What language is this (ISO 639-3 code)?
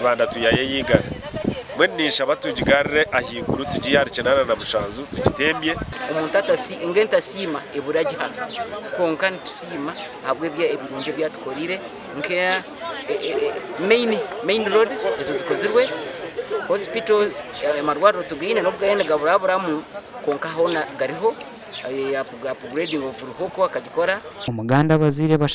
nyn